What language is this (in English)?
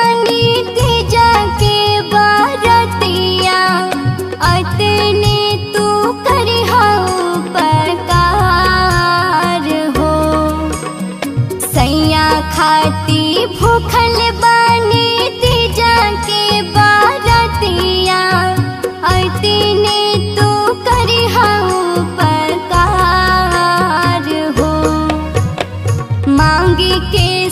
Bhojpuri